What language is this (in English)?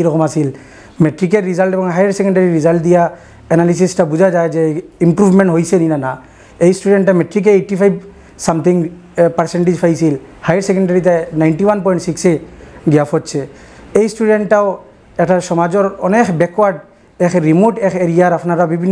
Sylheti